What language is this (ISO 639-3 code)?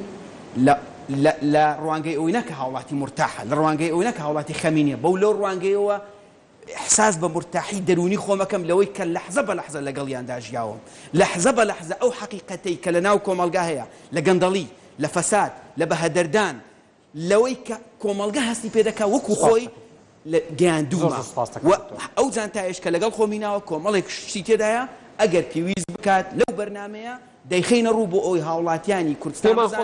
ckb